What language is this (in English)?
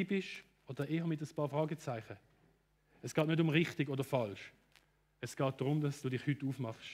Swiss German